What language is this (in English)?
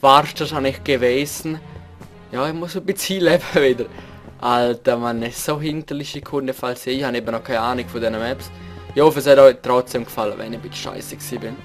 Swiss German